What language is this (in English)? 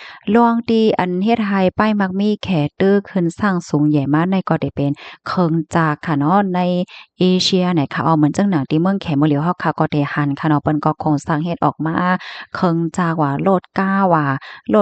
Shan